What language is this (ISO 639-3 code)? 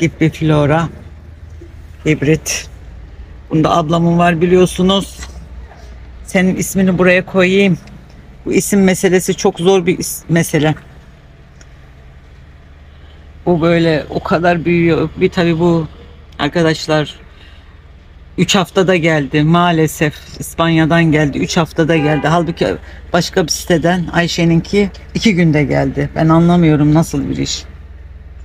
tur